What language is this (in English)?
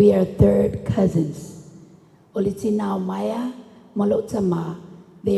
Samoan